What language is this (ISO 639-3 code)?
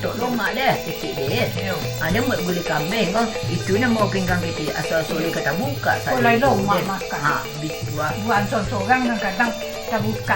min